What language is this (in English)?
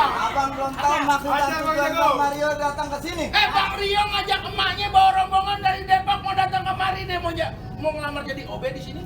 Betawi